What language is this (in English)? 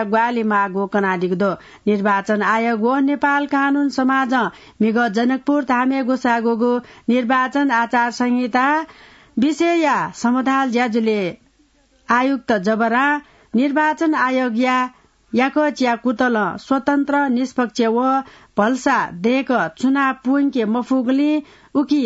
Newari